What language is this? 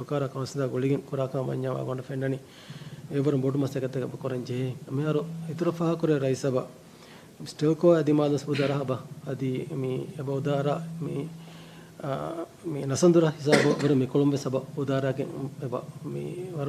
Divehi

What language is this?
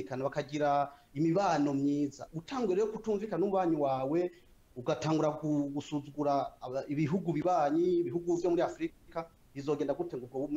Rundi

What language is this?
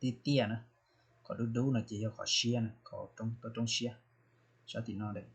Hmong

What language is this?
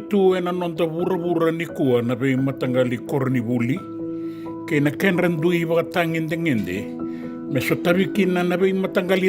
Fijian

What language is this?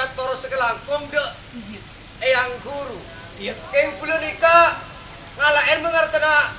Javanese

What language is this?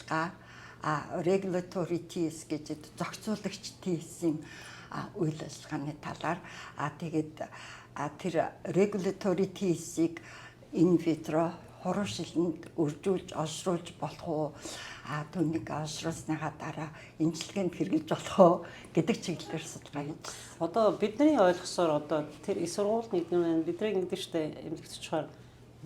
Mongolian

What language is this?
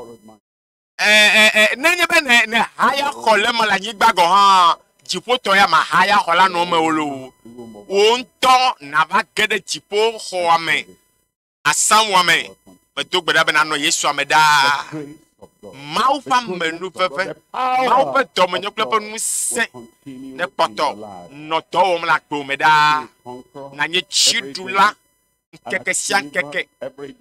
Ewe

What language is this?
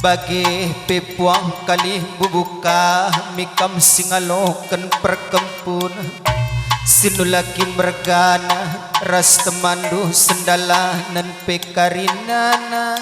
Batak Karo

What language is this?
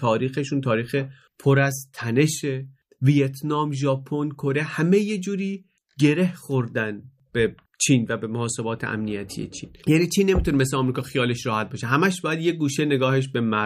Persian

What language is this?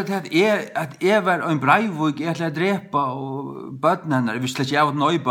Faroese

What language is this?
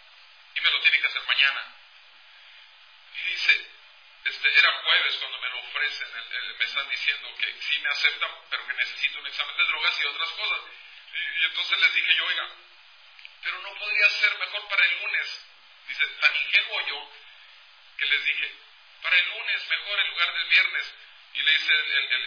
Spanish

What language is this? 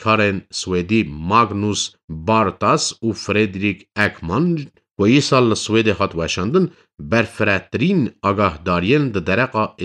Kurdish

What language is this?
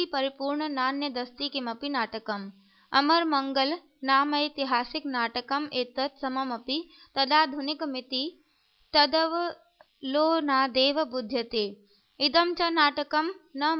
Sanskrit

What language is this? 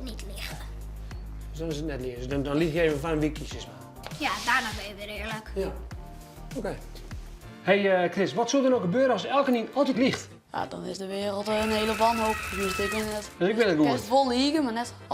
Western Frisian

